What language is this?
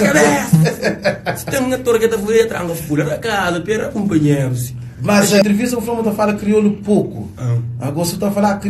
Kabuverdianu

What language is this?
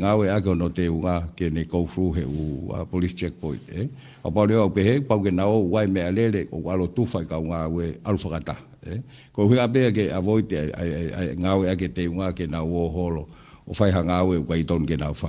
Tongan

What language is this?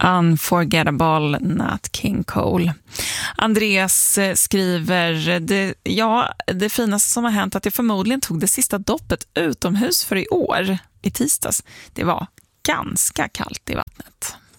Swedish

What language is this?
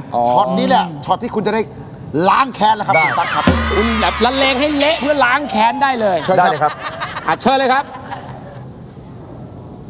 Thai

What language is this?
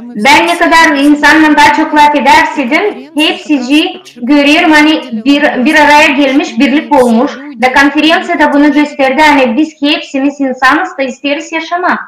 Gagauz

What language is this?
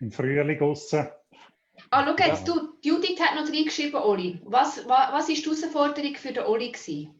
Swiss German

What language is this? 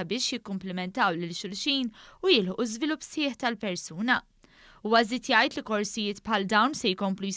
Maltese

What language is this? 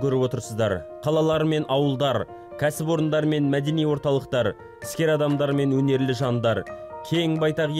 Kazakh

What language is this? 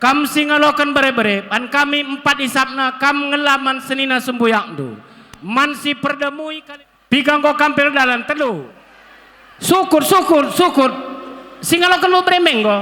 Batak Karo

